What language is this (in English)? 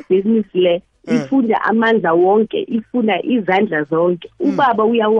South Ndebele